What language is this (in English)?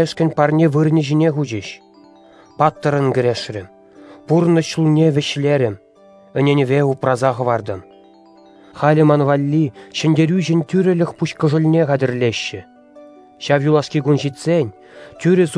Chuvash